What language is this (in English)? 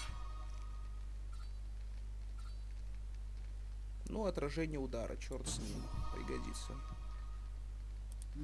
Russian